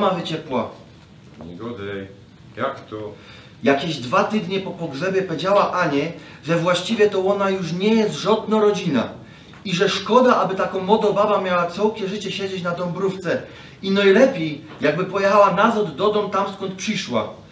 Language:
Silesian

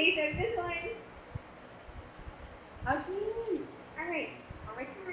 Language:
English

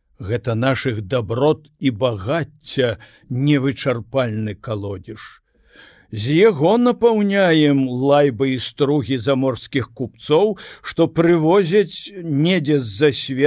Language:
Belarusian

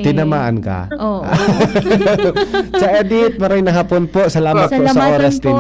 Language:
Bikol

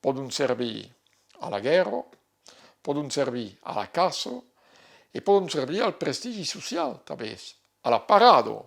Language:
Occitan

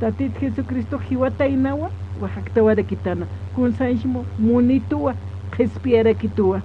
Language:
Aymara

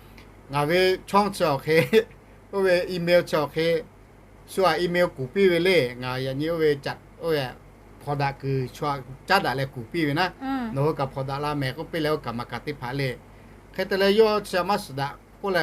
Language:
Lahu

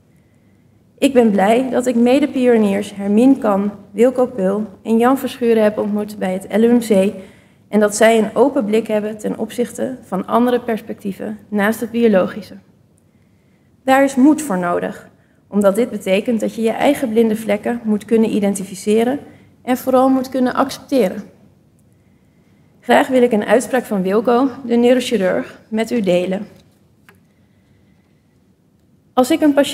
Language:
Dutch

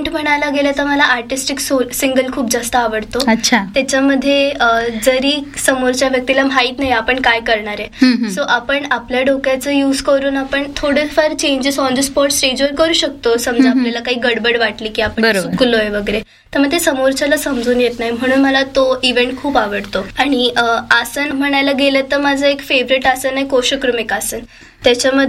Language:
Marathi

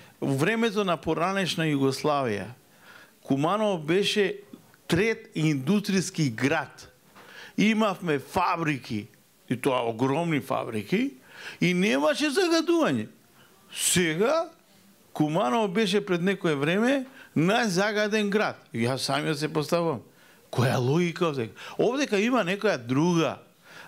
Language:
Macedonian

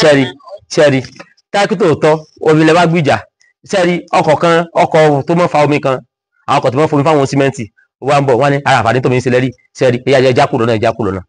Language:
Yoruba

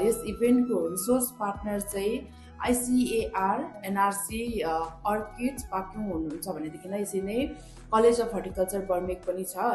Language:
Nepali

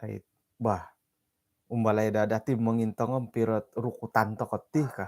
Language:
Central Dusun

